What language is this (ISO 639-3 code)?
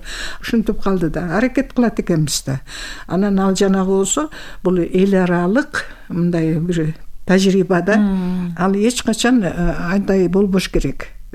kir